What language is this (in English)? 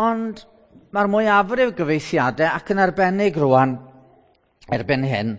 Welsh